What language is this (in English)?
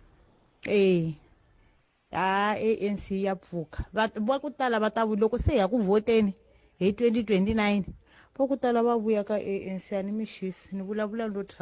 Tsonga